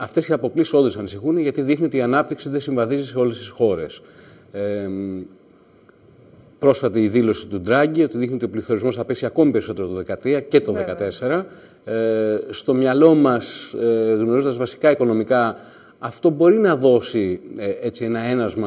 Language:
Greek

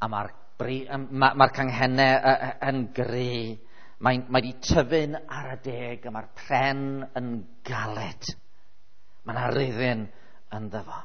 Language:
Welsh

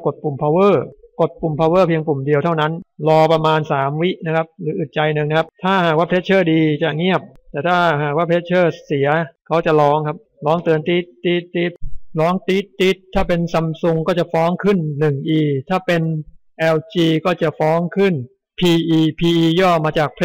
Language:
Thai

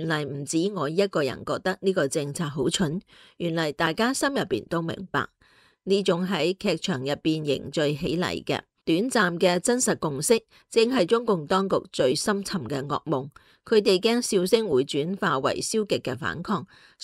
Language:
Cantonese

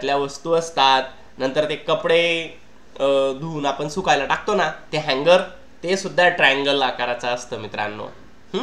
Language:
Marathi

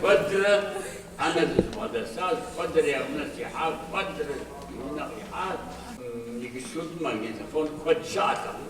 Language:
Kabardian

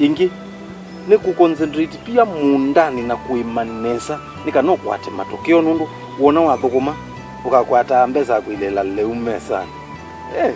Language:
Kamba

